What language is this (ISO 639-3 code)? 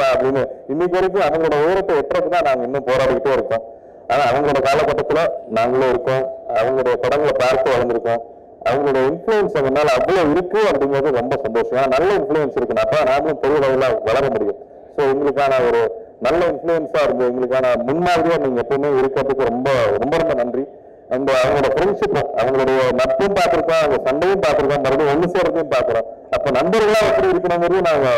tam